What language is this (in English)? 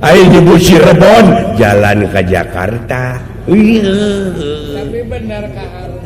Sundanese